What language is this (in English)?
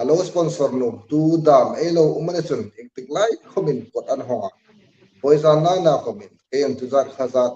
Hmar